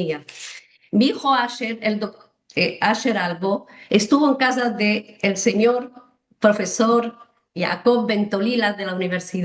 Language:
Ladino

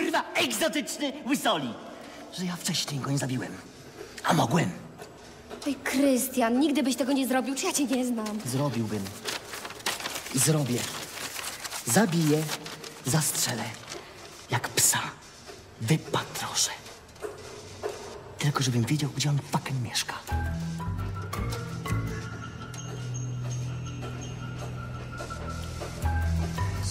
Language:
Polish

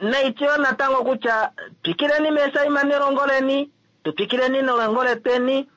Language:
Kuanyama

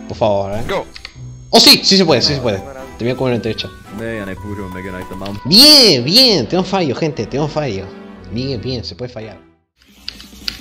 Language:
Spanish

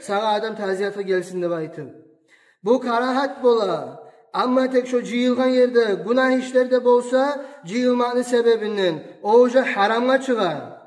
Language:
Kumyk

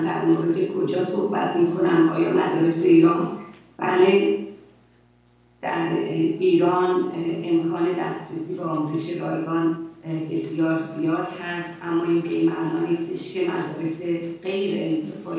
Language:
Persian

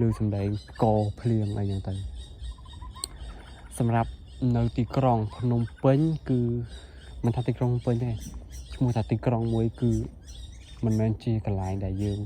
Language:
Khmer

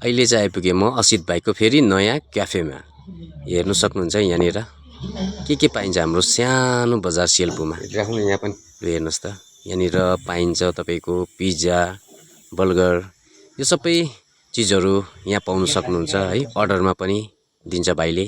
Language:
Nepali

